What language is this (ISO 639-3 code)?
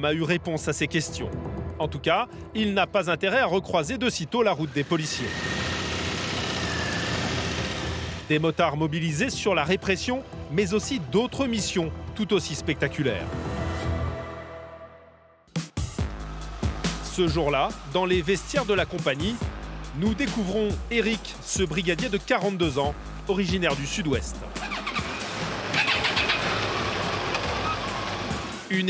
fra